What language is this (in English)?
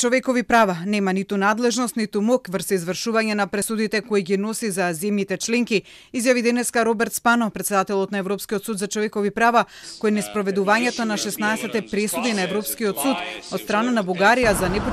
Macedonian